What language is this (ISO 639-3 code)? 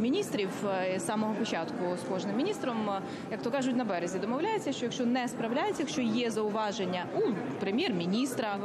ukr